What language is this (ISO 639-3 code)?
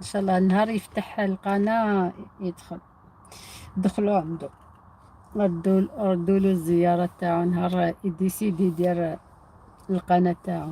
arq